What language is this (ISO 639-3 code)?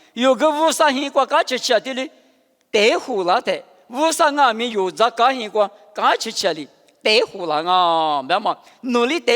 lis